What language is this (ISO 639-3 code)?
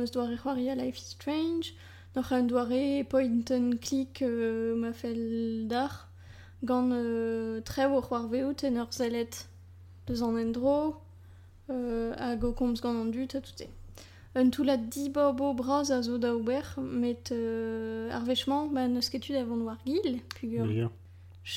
bre